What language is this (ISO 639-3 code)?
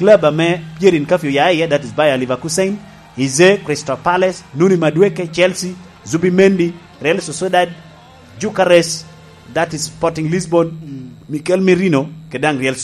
laj